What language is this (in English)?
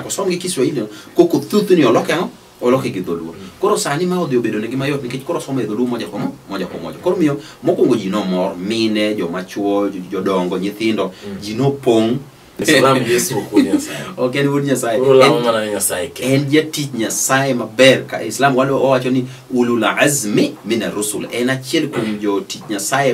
Luo (Kenya and Tanzania)